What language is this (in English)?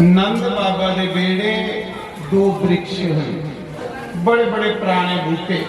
Dogri